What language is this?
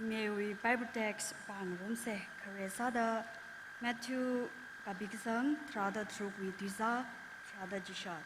Tangkhul Naga (India)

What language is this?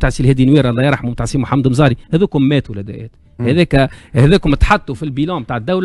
Tunisian Arabic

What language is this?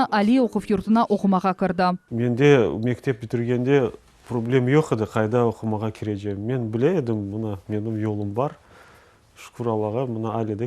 Crimean Tatar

